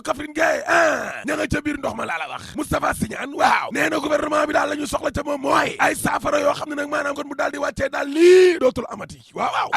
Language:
Wolof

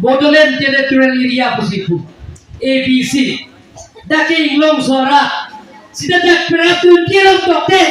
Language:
Karbi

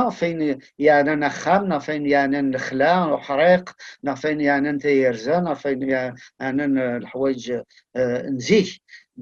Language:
Kabyle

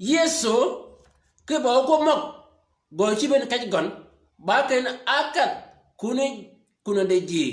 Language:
Shilluk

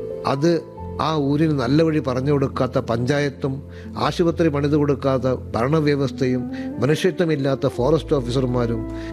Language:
Malayalam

